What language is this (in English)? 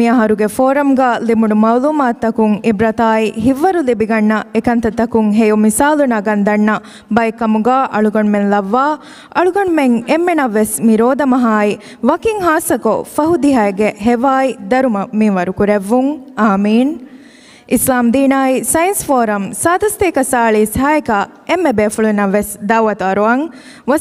Divehi